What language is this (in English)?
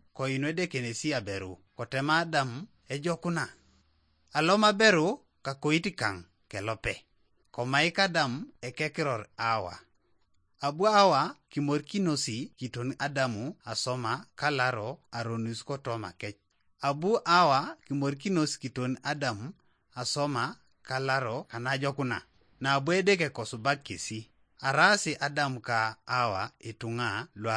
Teso